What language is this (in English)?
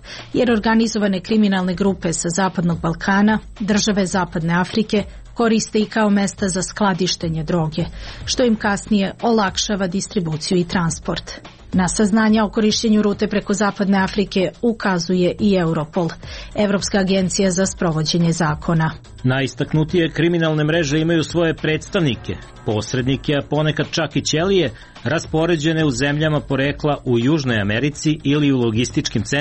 Serbian